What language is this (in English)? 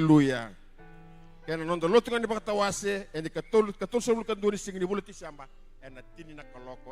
Fijian